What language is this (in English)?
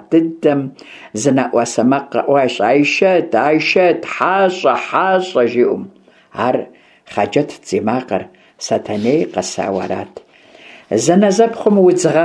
Kabardian